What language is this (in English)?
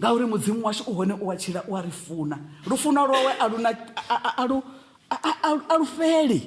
Venda